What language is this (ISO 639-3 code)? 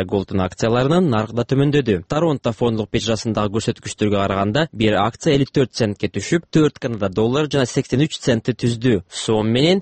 kir